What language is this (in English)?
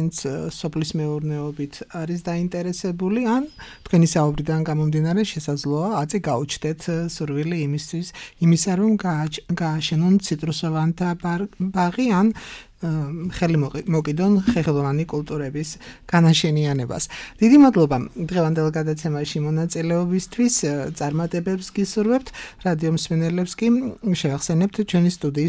Georgian